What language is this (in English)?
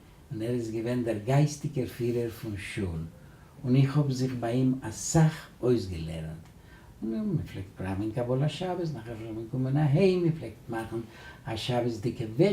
Yiddish